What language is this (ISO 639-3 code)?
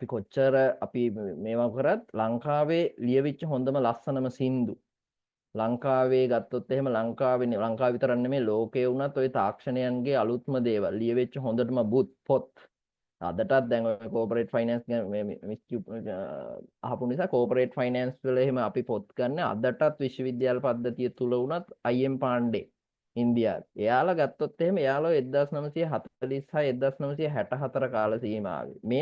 sin